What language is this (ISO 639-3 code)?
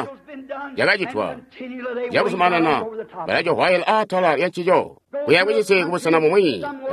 toi